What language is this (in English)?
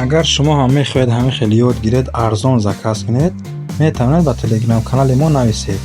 Tajik